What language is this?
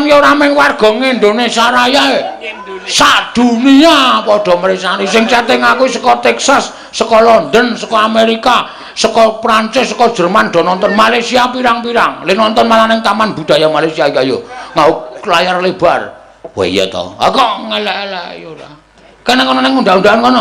Javanese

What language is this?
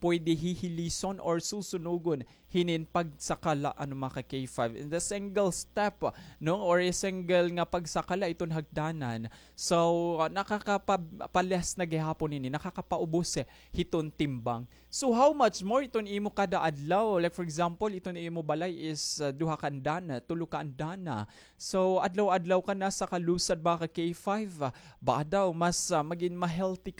Waray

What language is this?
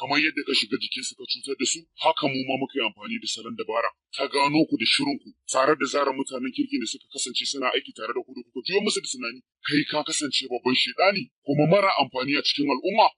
Hausa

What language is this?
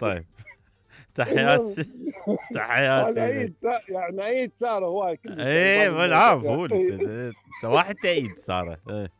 Mesopotamian Arabic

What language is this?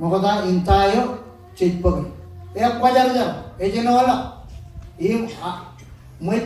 Marshallese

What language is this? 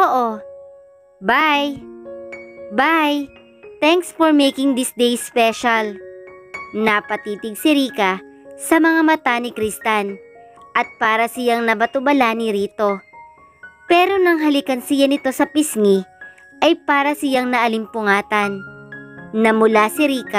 Filipino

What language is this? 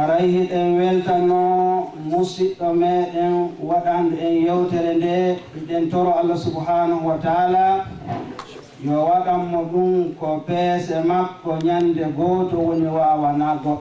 Fula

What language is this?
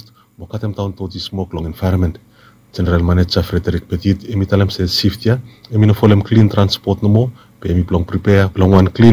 Bislama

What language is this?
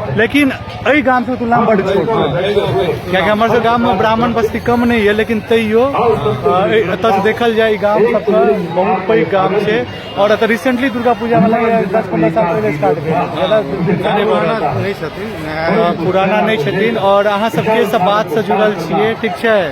Maithili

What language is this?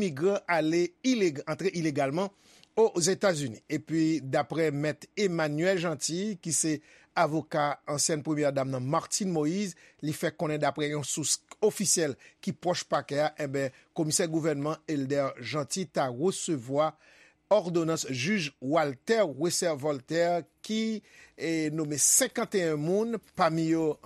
Haitian Creole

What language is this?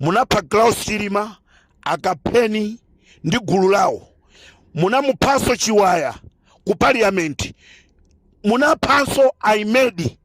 Nyanja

